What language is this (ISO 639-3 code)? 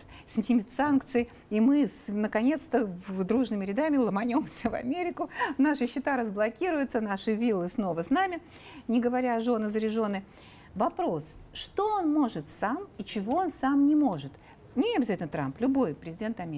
rus